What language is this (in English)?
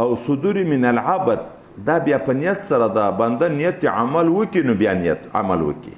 Pashto